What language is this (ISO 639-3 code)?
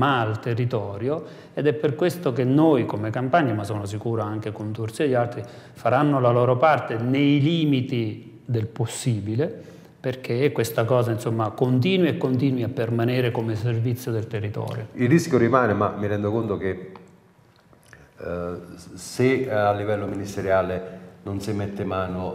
ita